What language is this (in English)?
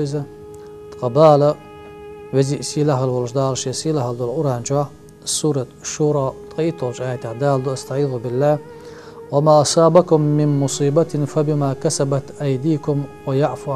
Chechen